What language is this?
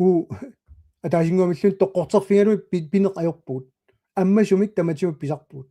Kalaallisut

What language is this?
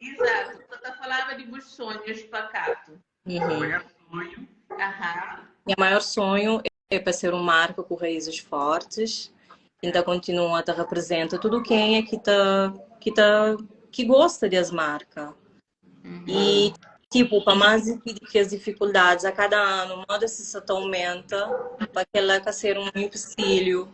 Kabuverdianu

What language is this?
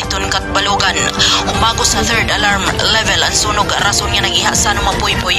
Waray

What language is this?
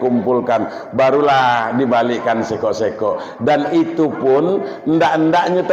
Minangkabau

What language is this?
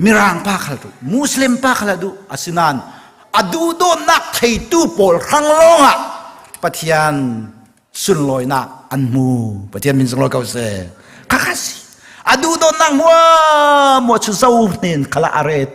Hakha Chin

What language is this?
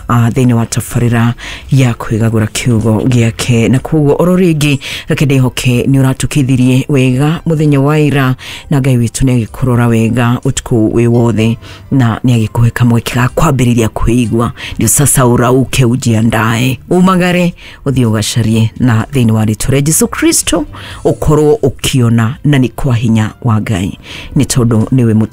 Kikuyu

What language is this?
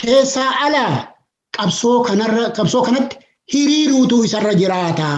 Oromo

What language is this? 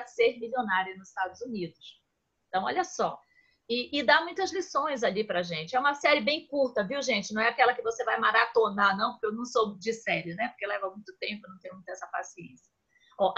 Portuguese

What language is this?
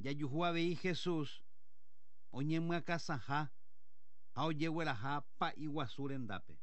Guarani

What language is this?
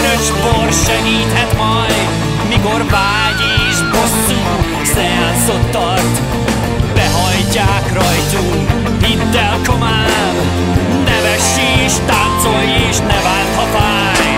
Hungarian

